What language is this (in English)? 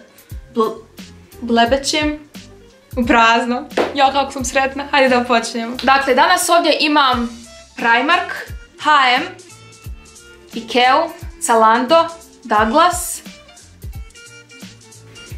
Croatian